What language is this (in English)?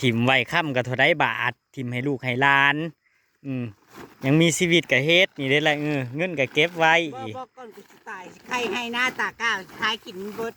Northeastern Thai